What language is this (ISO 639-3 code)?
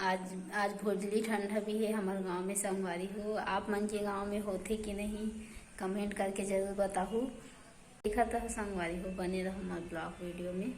hne